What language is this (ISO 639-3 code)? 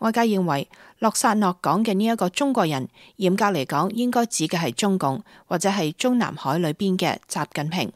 yue